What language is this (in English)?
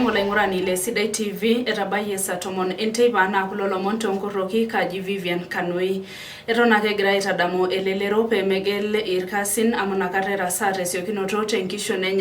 Masai